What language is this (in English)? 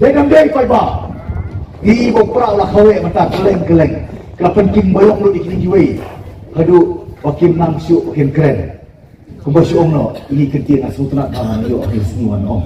Khasi